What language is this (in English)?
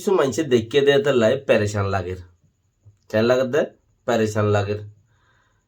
Rohingya